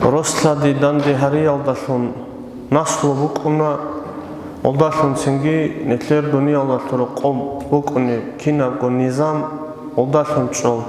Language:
Avaric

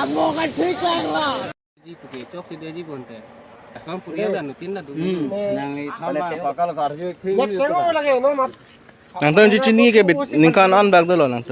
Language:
Karbi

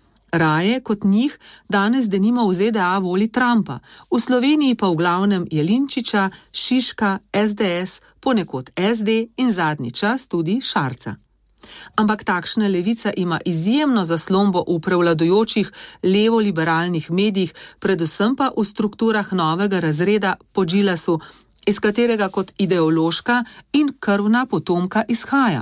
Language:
Slovenian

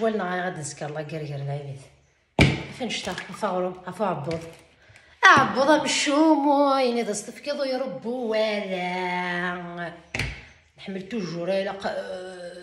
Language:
Kabyle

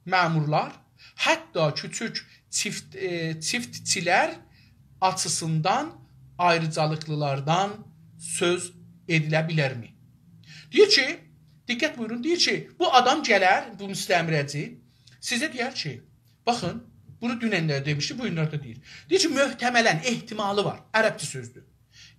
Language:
South Azerbaijani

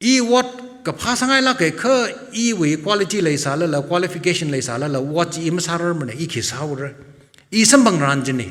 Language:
Tangkhul Naga (India)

